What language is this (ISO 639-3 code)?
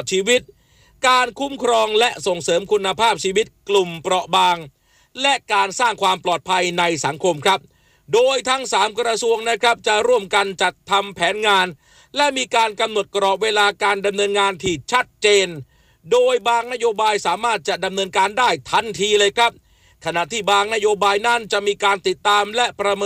tha